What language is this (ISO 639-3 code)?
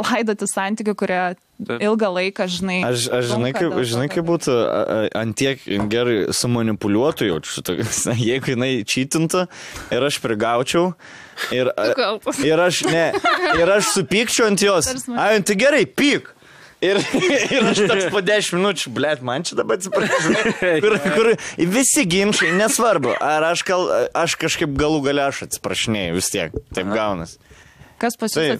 lit